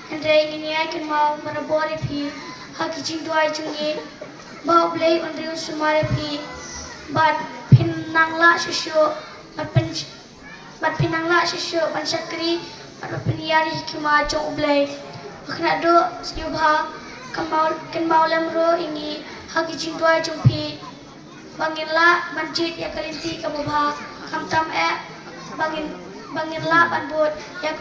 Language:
Khasi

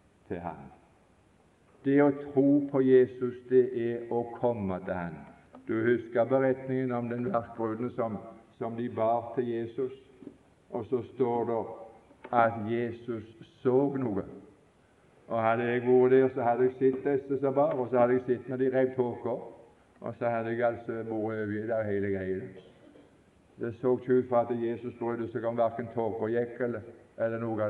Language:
Norwegian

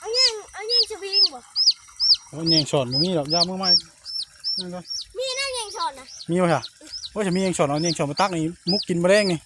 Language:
Northeastern Thai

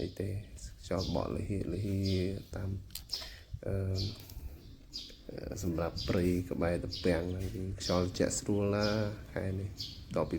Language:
Khmer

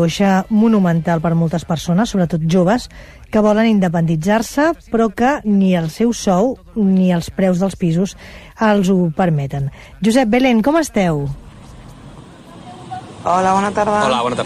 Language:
Catalan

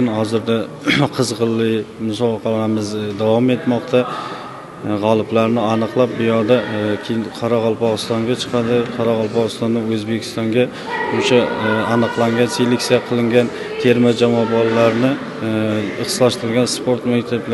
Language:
Uzbek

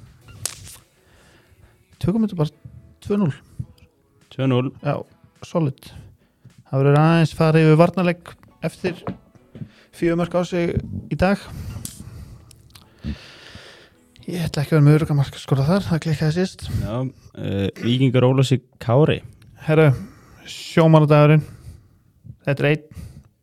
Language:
Icelandic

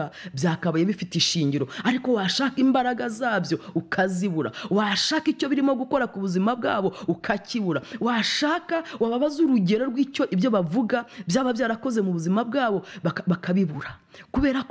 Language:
Kinyarwanda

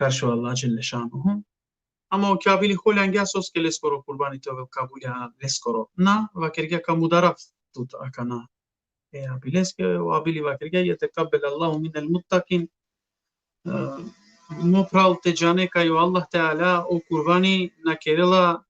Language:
Balkan Romani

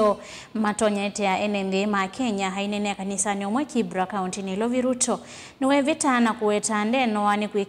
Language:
Kamba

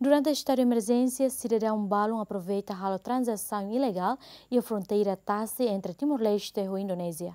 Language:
Tetum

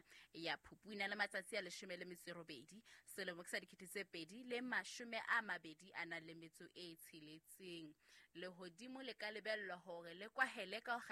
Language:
Southern Sotho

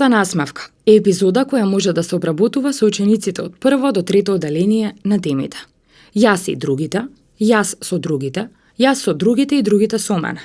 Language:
Macedonian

